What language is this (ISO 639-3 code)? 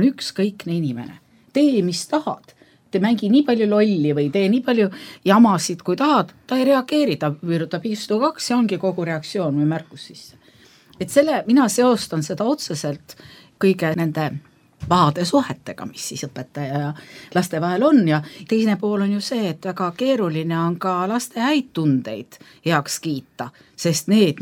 est